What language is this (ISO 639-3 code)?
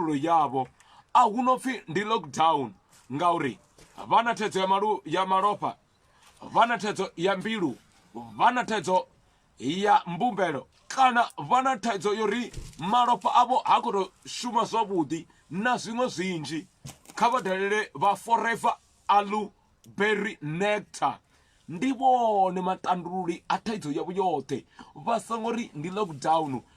ven